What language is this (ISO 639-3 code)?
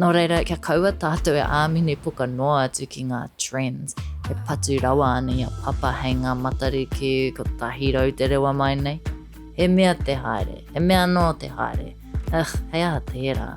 mri